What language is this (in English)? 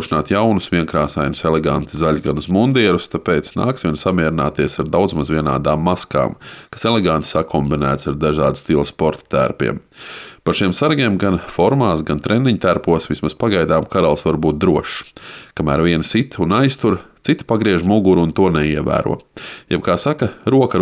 Latvian